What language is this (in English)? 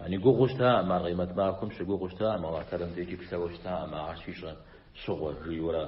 Kabardian